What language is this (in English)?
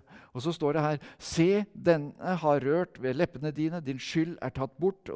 Norwegian